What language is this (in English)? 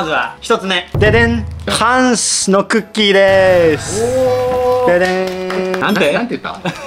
Japanese